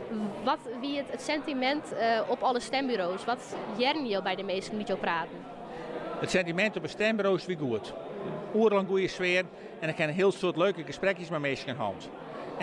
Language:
Western Frisian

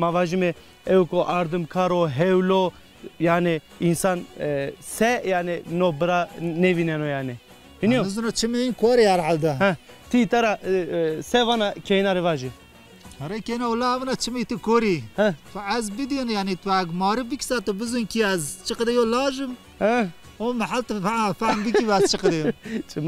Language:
Zaza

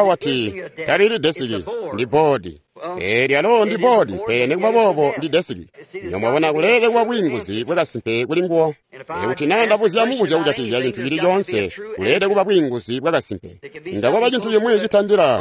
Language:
Tonga (Zambia)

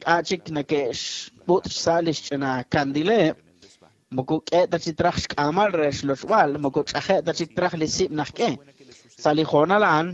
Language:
Kekchí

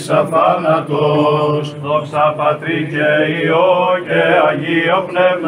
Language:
Greek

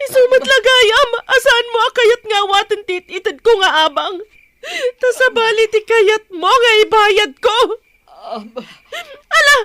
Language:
Iloko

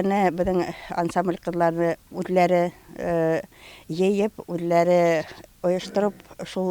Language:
Bashkir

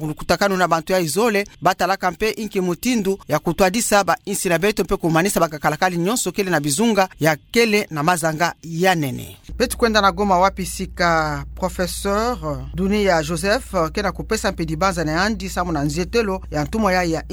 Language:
Kituba (Democratic Republic of Congo)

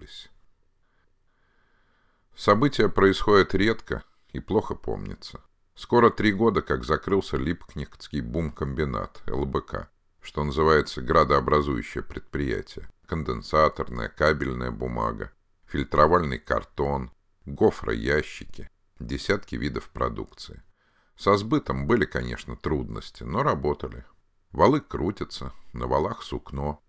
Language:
Russian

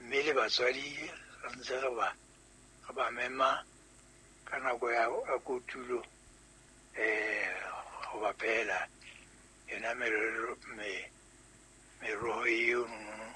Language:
Southern Sotho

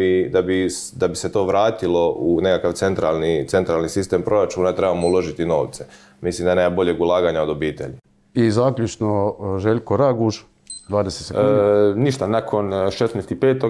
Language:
Croatian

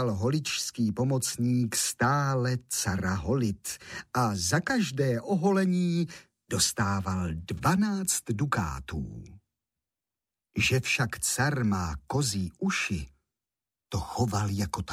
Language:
Czech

